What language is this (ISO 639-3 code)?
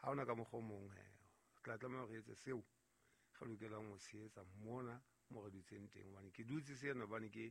sot